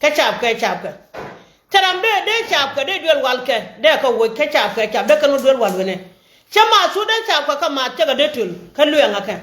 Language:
Nuer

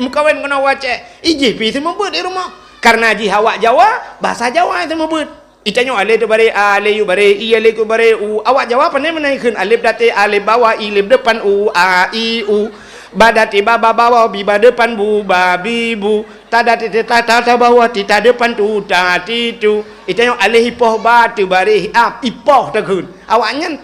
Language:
Achinese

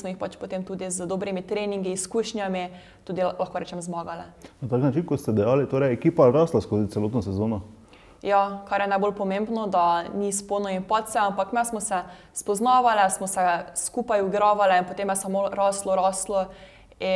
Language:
Slovenian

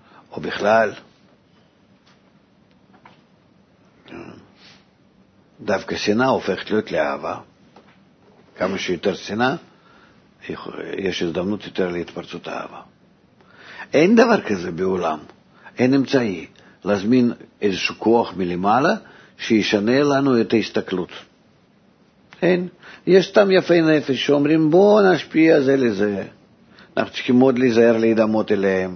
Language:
Hebrew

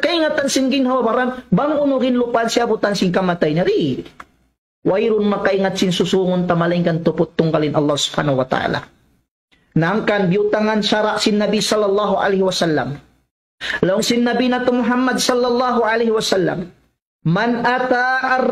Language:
Tausug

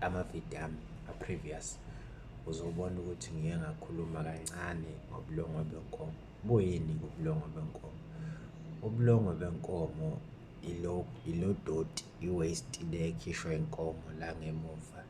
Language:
Zulu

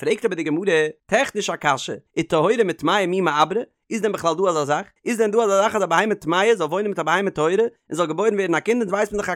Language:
Yiddish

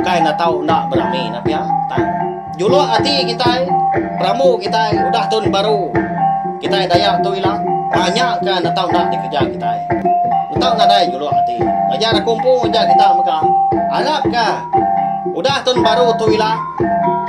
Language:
Iban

